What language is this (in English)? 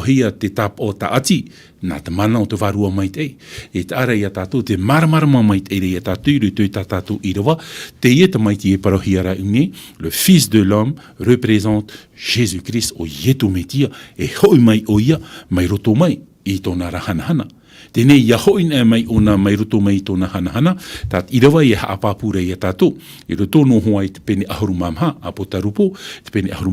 Tahitian